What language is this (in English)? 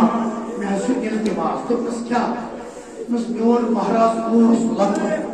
Kashmiri